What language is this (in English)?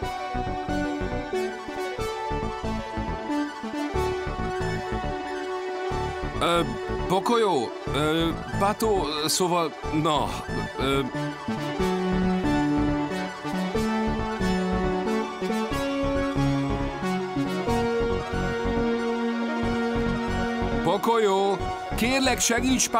Hungarian